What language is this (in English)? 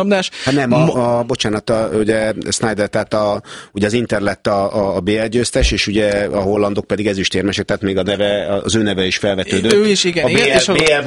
Hungarian